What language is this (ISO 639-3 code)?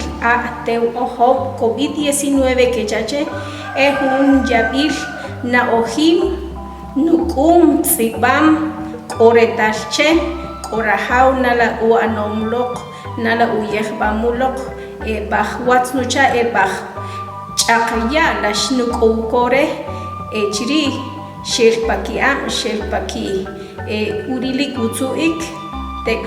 acr